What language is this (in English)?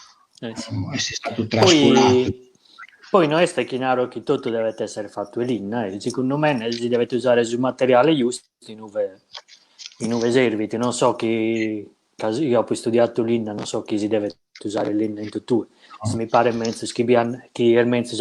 Sardinian